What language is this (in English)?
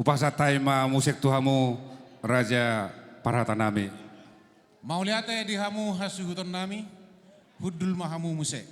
Batak Toba